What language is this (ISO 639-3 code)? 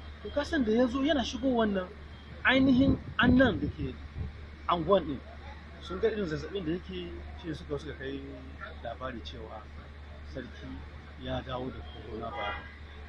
hau